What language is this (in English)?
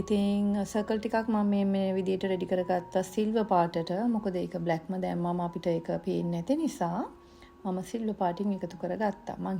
Sinhala